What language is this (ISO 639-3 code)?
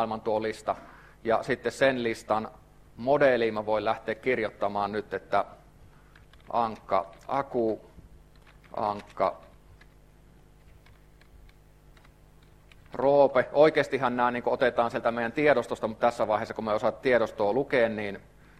fin